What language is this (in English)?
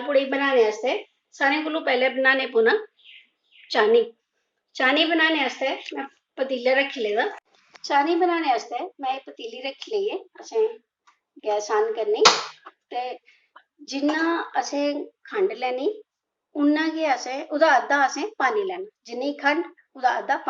Dogri